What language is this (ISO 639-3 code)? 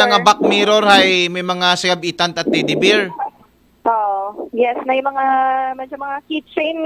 akl